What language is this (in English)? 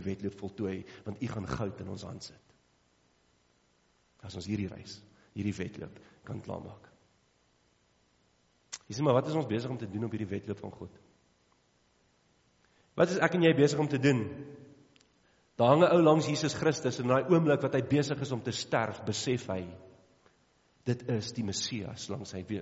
Afrikaans